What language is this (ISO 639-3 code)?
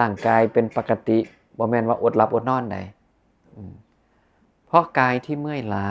tts